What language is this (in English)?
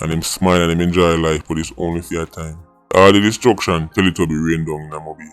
Jamaican Creole English